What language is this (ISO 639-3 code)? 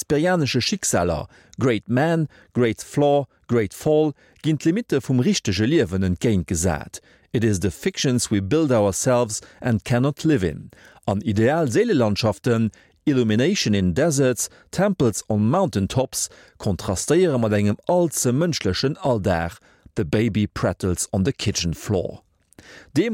ltz